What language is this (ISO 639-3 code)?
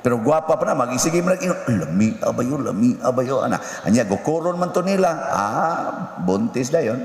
ceb